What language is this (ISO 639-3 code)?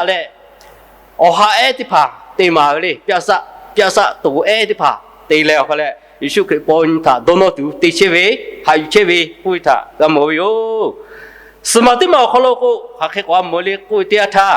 lhu